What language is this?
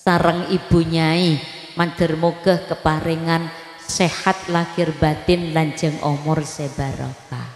Madurese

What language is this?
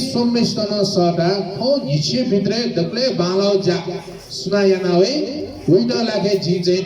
Newari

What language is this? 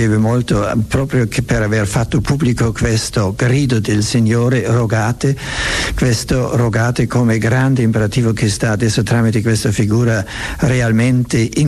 Italian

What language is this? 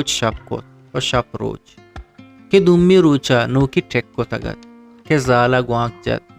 Eastern Balochi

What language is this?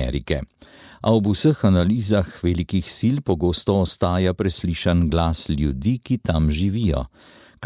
Slovenian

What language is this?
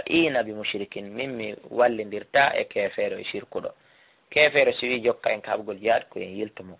Fula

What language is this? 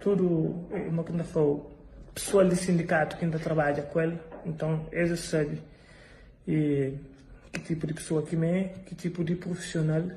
Kabuverdianu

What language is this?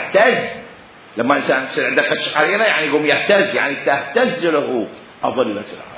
Mesopotamian Arabic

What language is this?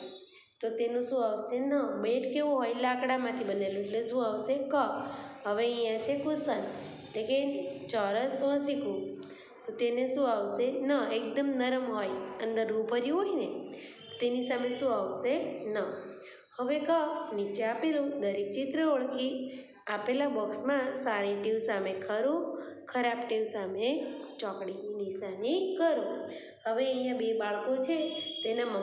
Gujarati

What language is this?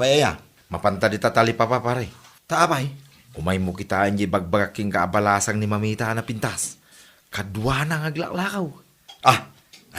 Iloko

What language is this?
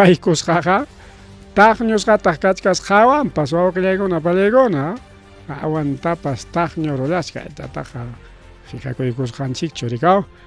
Ayacucho Quechua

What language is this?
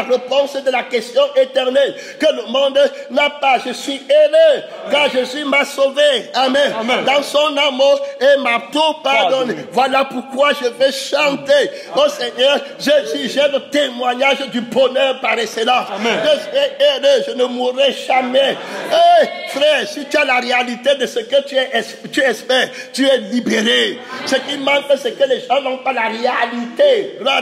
French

